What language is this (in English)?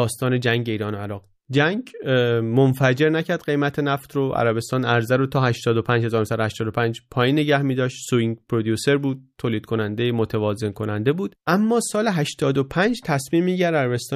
Persian